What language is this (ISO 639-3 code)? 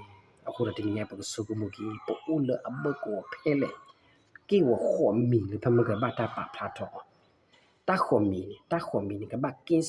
ksw